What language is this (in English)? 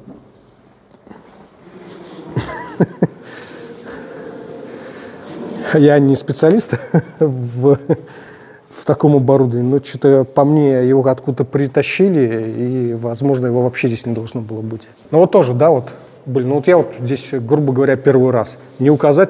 Russian